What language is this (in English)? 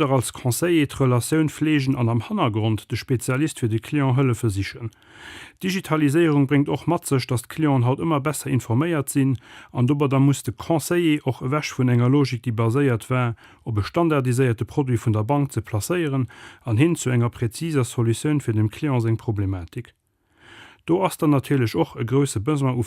Luxembourgish